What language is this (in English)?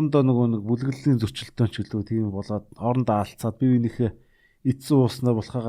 Mongolian